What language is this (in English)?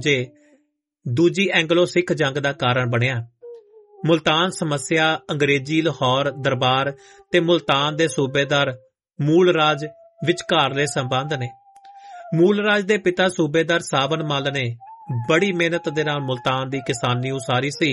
Punjabi